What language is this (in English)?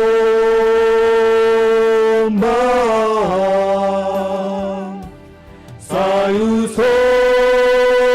Batak Simalungun